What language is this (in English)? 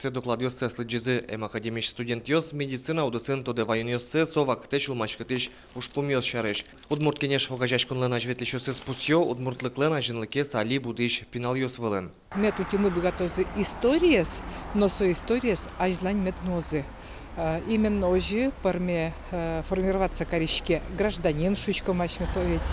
Udmurt